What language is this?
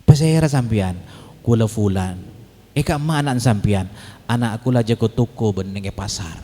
Madurese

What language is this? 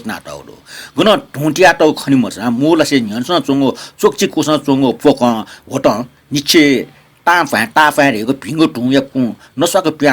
Newari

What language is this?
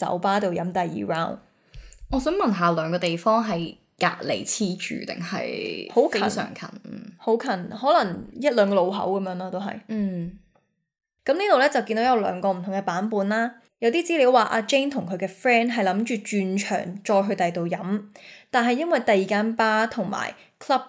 Cantonese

